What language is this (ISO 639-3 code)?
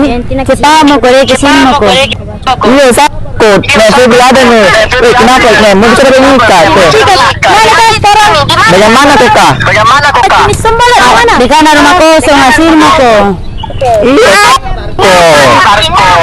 mfp